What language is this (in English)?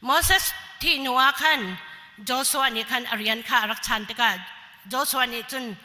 Hakha Chin